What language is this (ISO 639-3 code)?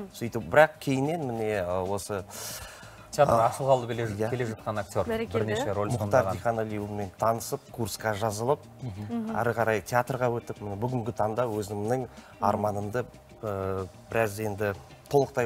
kaz